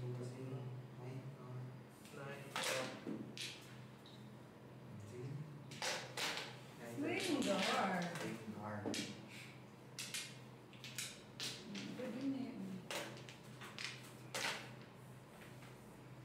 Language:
Filipino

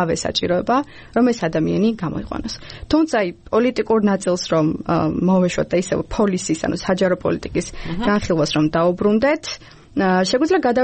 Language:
Georgian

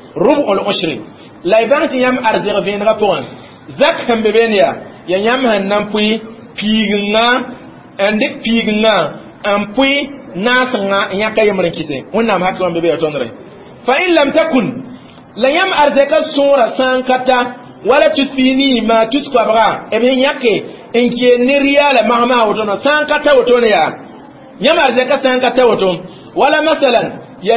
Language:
Mossi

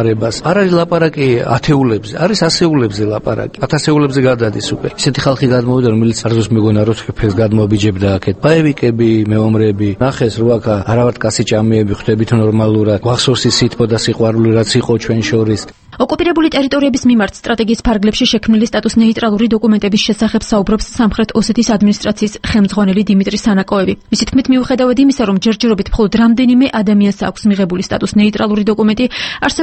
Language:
Georgian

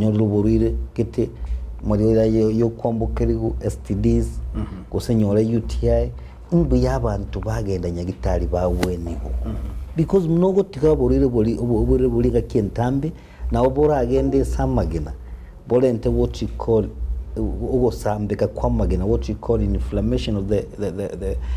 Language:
Gusii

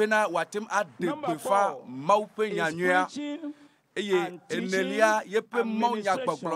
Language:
Ewe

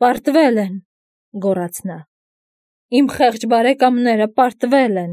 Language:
Armenian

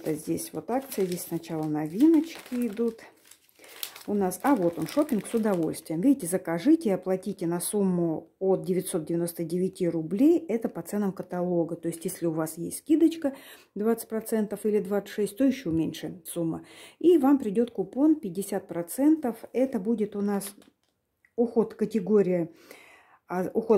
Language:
Russian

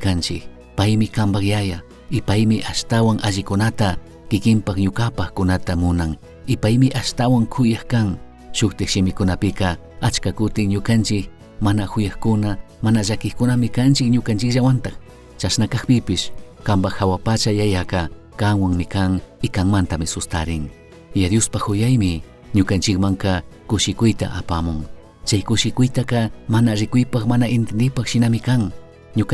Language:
Chimborazo Highland Quichua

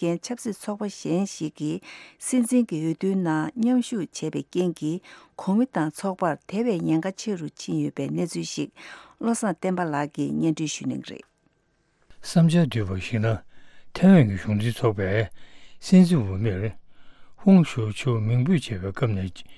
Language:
Tibetan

